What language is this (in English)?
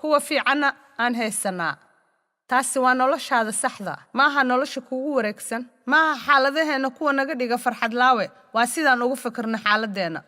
Somali